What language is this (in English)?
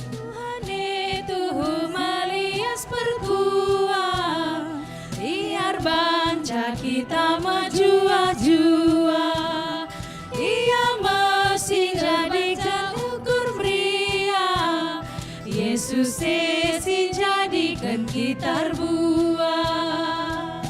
Batak Karo